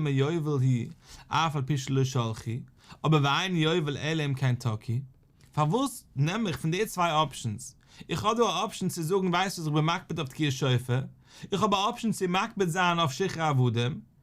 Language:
Yiddish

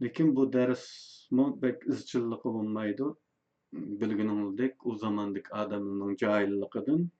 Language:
Uyghur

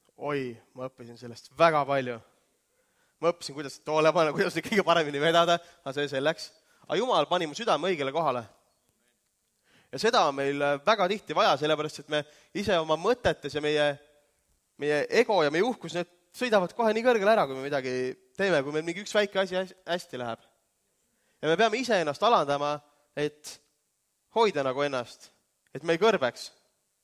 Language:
Estonian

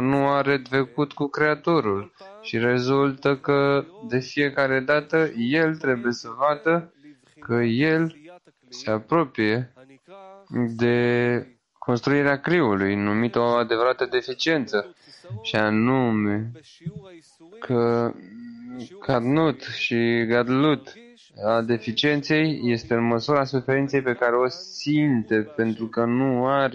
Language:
Romanian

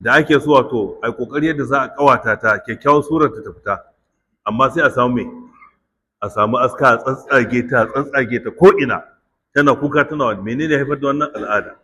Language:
Hausa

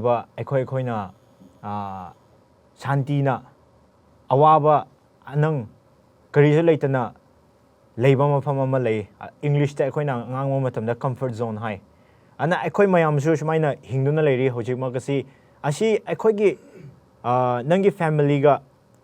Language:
Manipuri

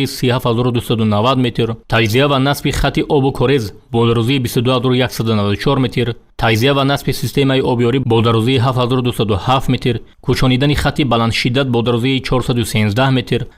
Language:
Tajik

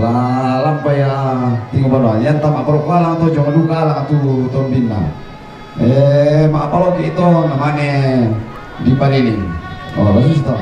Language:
Toraja-Sa'dan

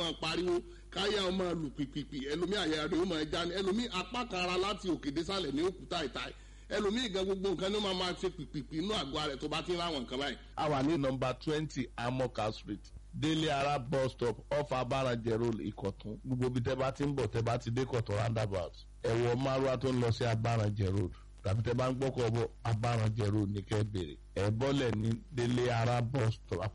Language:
Yoruba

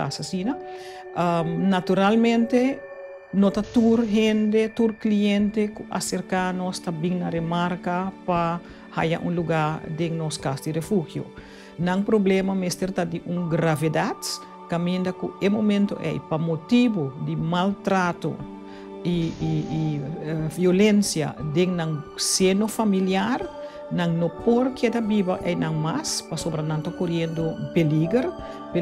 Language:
Papiamento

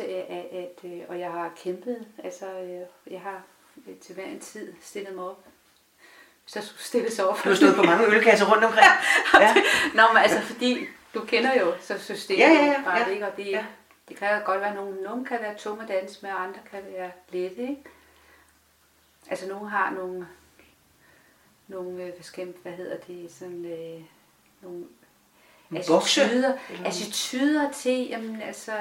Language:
Danish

